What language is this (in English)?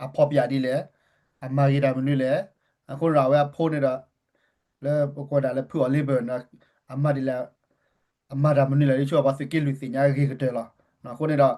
S'gaw Karen